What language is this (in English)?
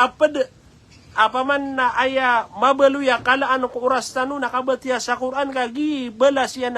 Maranao